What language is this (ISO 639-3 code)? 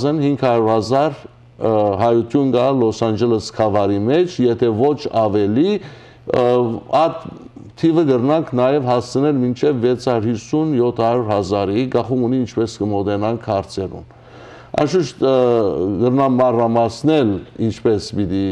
hyw